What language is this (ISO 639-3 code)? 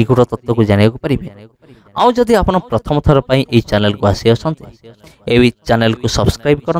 ori